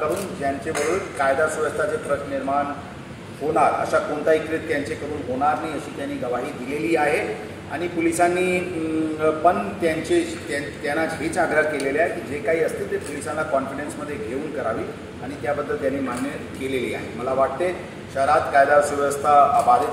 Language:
Marathi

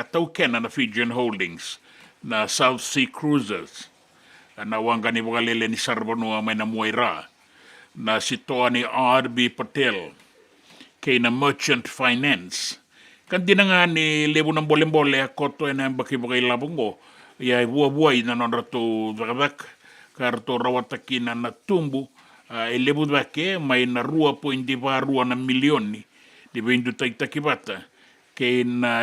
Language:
Fijian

